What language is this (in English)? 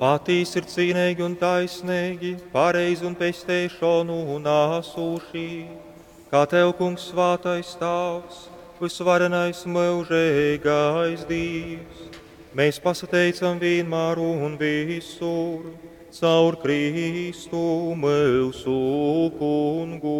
Latgalian